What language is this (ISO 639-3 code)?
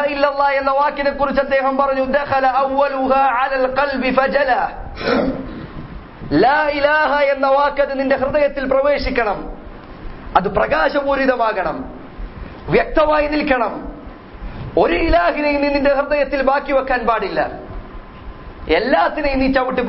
mal